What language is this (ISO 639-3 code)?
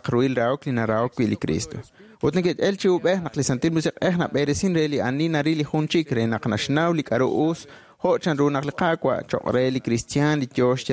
kek